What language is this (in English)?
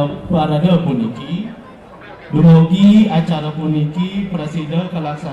Balinese